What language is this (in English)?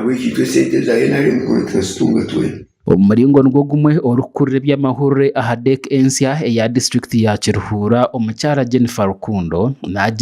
Nyankole